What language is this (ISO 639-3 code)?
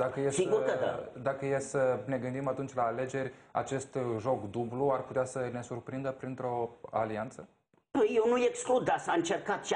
ron